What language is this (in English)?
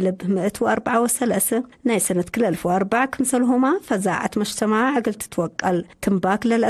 Tigre